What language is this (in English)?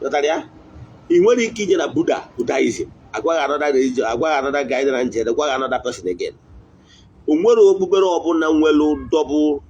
Igbo